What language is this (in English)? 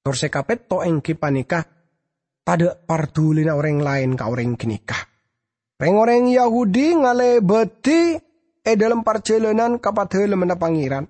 Madurese